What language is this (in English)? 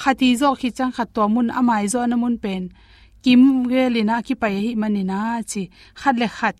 Tedim Chin